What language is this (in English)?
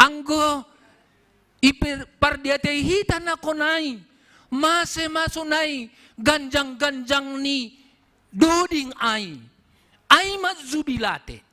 Batak Simalungun